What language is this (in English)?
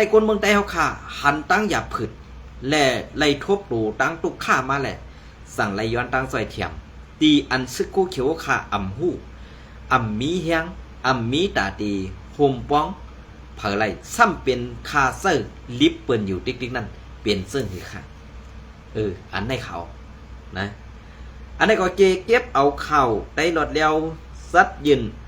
Shan